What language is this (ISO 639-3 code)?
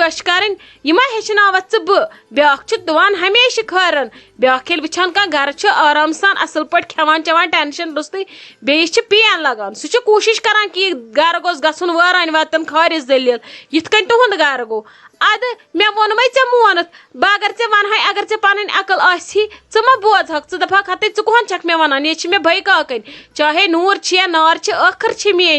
kas